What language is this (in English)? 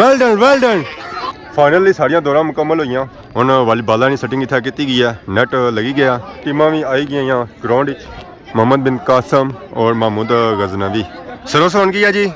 Pahari-Potwari